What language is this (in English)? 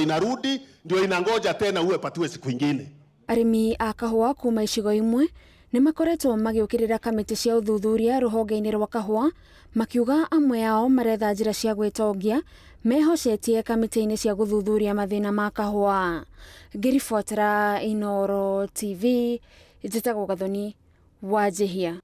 Kikuyu